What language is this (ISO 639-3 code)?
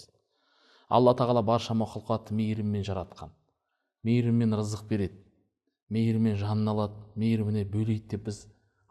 kaz